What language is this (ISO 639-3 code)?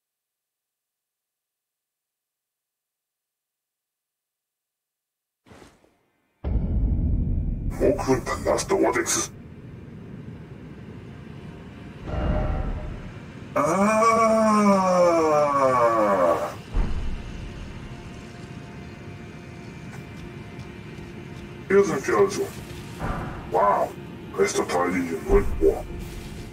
deu